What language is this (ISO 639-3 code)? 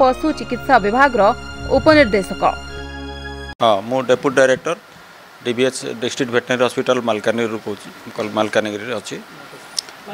ori